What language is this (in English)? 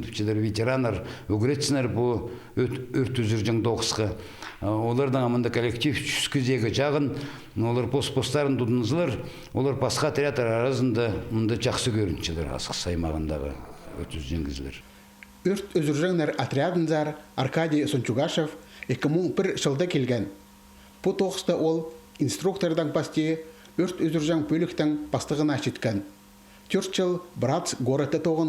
Khakas